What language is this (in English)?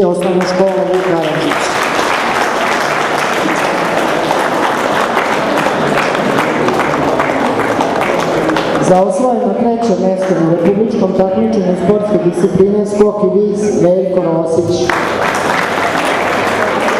Serbian